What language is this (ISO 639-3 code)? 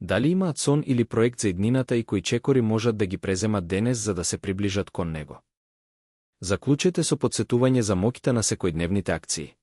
mkd